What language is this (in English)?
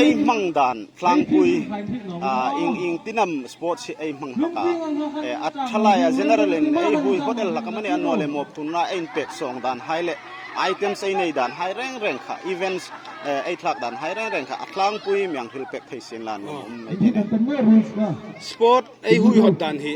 Hmar